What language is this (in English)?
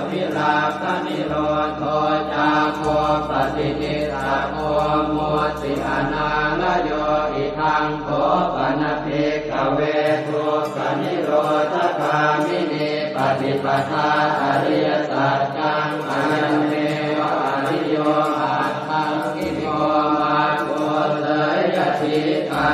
Pali